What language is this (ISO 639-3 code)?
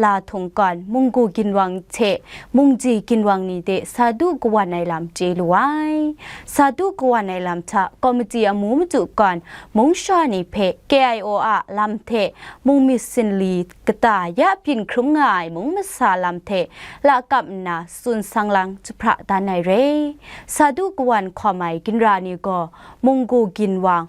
kac